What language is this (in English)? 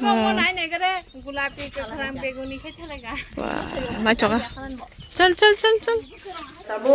Kok Borok